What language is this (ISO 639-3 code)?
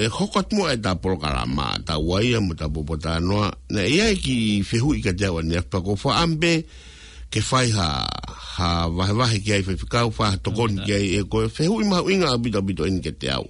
ton